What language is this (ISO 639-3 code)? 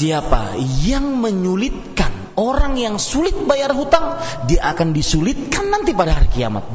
ind